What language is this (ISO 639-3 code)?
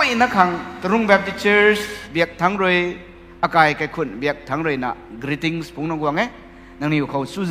nbu